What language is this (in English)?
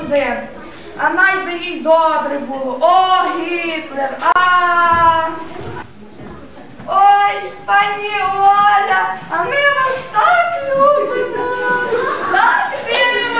Ukrainian